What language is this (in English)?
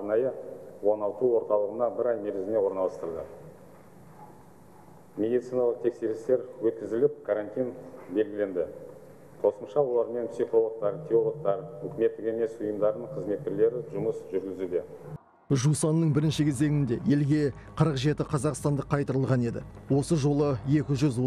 Kazakh